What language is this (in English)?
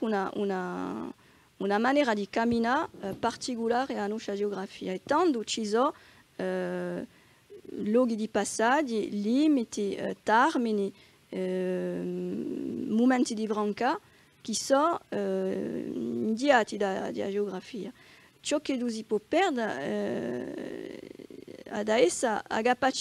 Corsican